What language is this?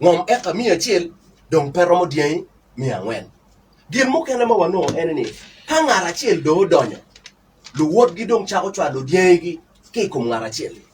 Acoli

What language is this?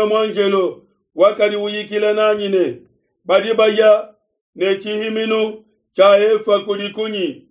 Luba-Lulua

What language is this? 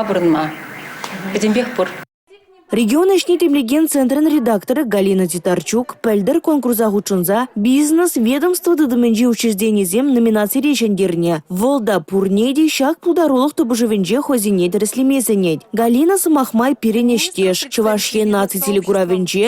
Chuvash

